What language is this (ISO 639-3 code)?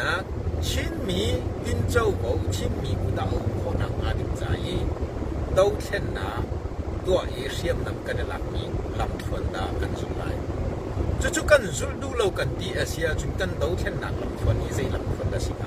cnh